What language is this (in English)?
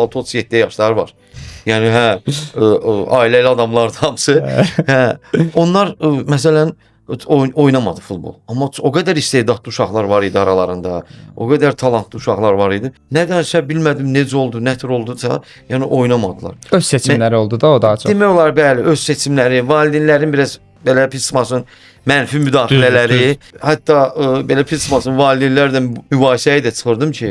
Azerbaijani